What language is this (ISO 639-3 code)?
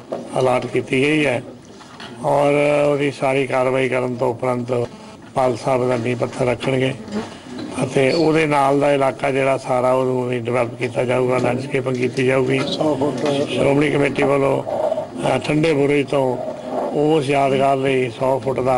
pan